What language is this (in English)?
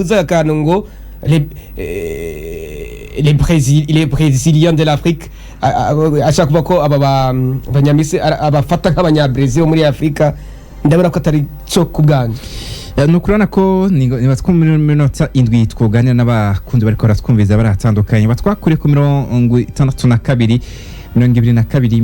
Rundi